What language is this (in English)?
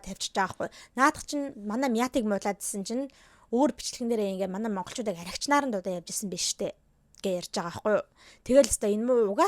Mongolian